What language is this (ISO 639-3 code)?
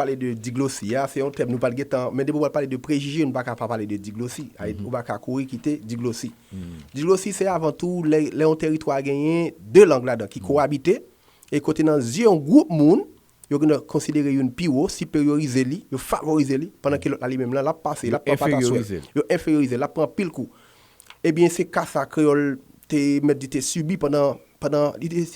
hat